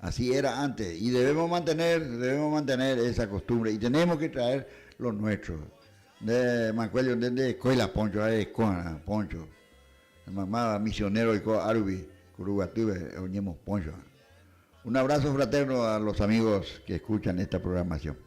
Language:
Guarani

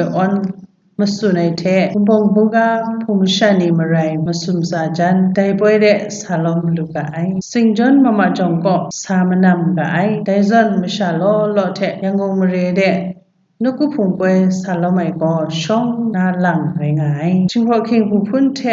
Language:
Kachin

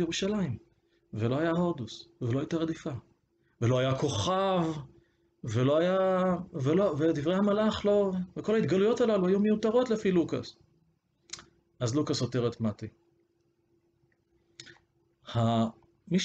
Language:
Hebrew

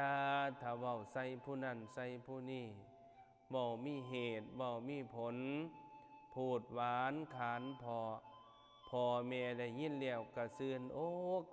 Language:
Northeastern Thai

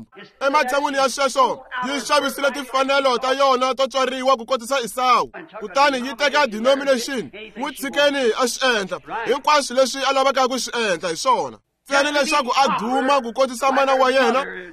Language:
Tsonga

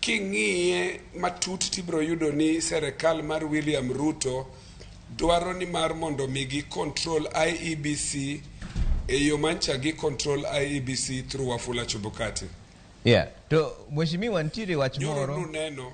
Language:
Luo (Kenya and Tanzania)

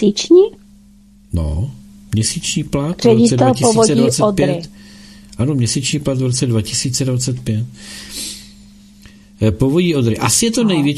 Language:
Czech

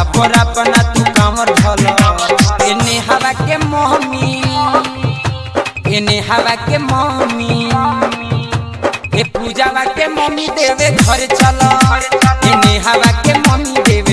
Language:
Bhojpuri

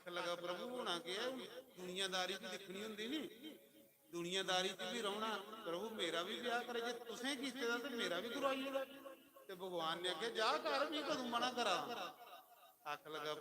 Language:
Dogri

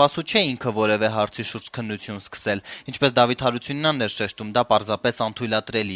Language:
Armenian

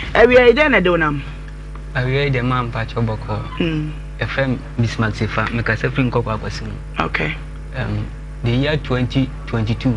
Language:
Akan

